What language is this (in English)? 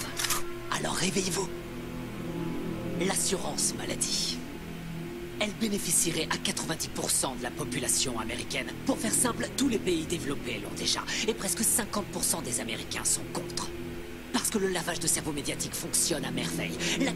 French